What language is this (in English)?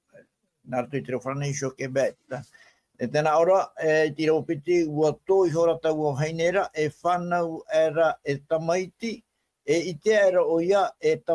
Tahitian